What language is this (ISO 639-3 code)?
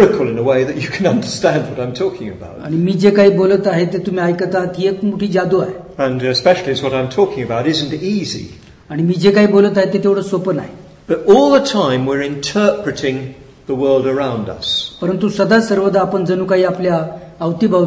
mar